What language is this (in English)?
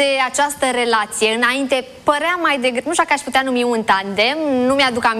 Romanian